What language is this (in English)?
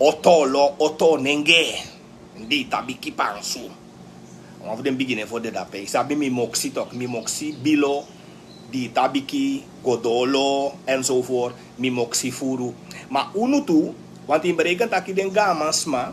Sranan Tongo